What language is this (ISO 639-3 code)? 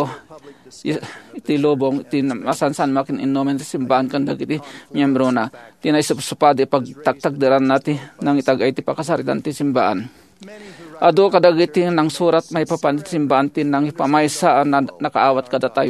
ilo